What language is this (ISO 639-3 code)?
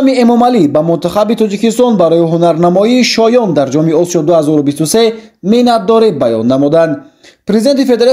tgk